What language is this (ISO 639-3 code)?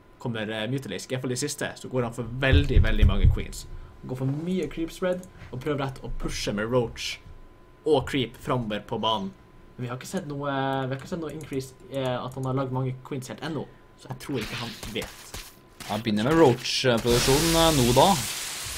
nor